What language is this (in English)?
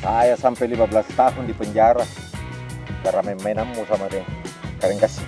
Makassar Malay